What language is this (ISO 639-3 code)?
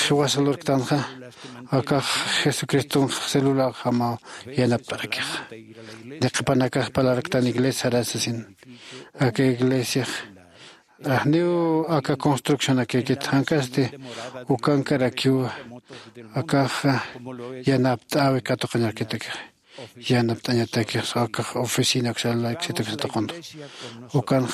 aym